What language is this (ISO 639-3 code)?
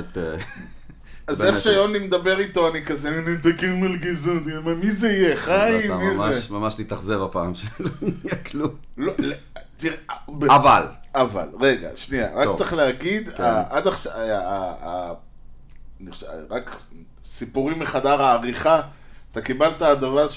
heb